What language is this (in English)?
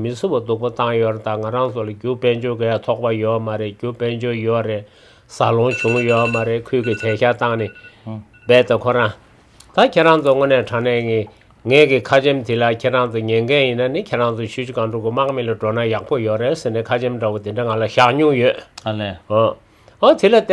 Tibetan